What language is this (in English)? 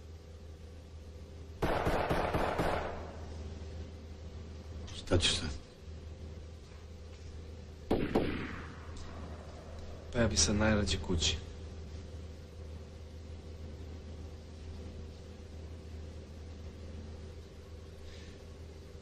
Serbian